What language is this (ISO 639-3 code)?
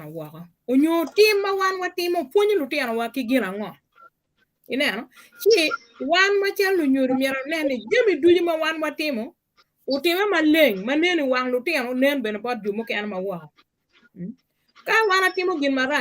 ach